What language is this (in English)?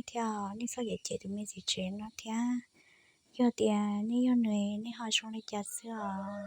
Hmong